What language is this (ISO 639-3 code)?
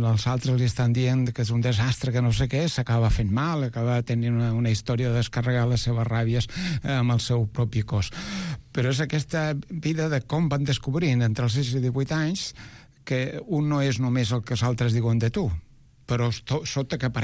cat